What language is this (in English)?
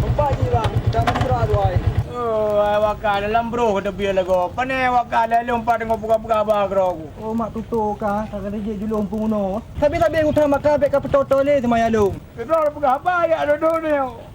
Achinese